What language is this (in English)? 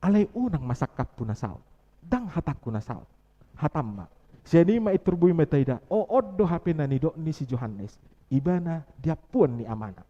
Batak Toba